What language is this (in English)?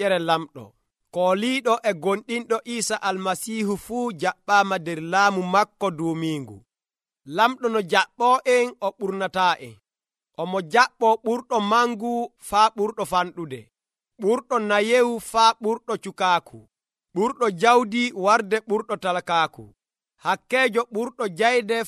Nigerian Fulfulde